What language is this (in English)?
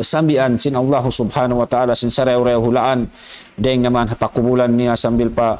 Tausug